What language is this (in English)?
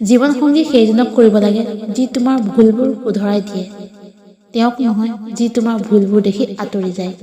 Assamese